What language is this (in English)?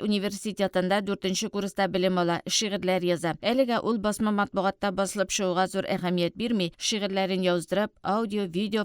Tatar